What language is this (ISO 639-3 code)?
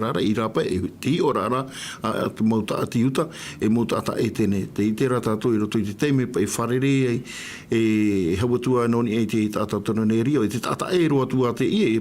tah